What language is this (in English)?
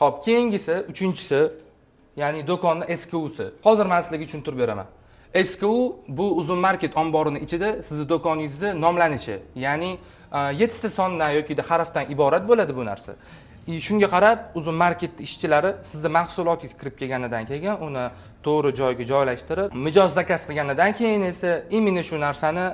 Uzbek